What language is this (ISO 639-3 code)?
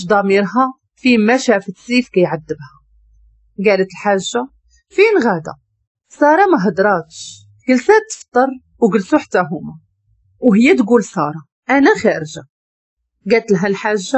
ary